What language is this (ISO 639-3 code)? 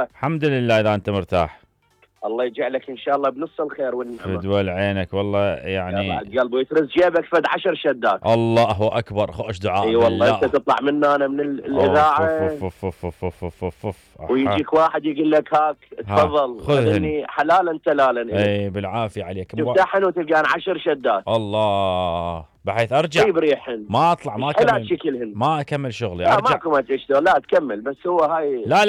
acm